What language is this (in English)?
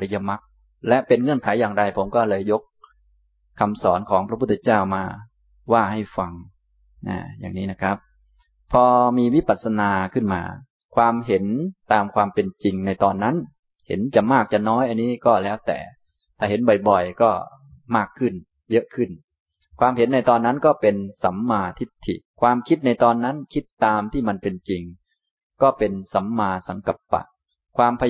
Thai